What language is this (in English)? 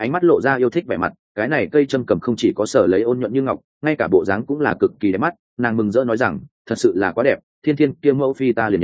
Vietnamese